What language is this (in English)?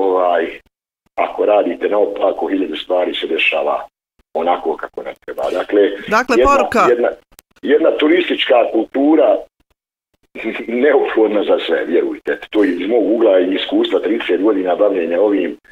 Bosnian